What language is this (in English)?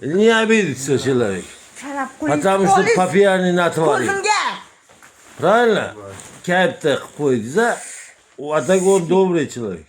Uzbek